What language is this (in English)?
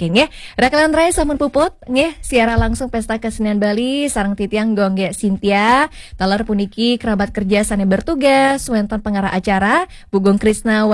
Balinese